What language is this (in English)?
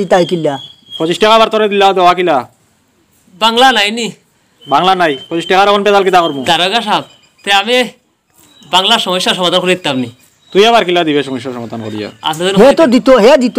Sylheti